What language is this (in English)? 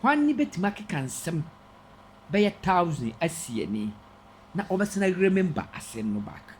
Akan